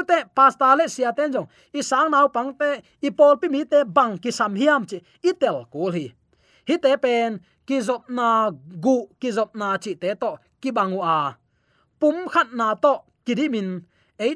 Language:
Tedim Chin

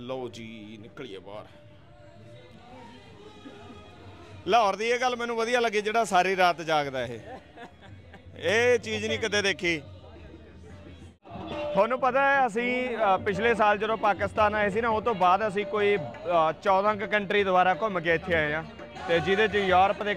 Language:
Punjabi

